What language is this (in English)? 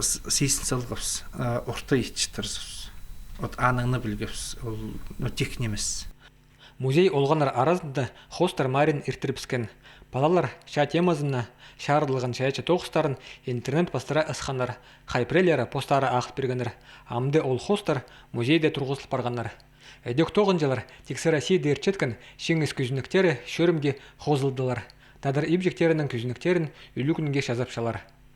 Khakas